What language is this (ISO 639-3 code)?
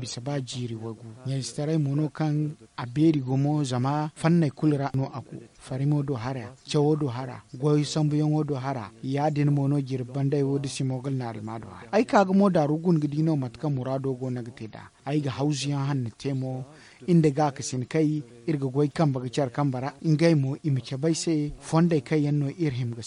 dje